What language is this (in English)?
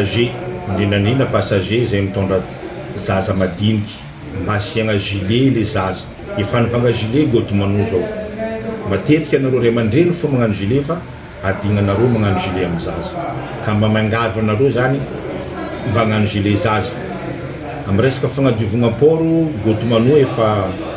Malagasy